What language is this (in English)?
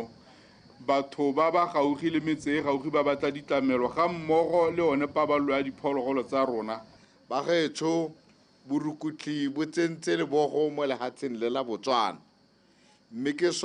Tswana